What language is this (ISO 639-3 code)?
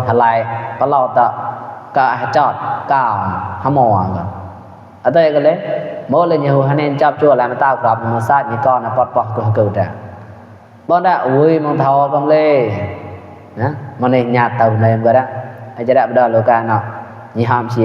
mnw